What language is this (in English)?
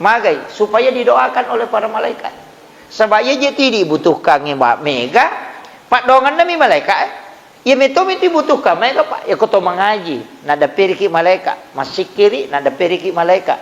Buginese